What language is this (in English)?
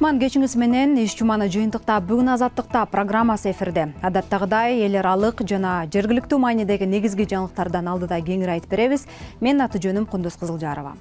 Kyrgyz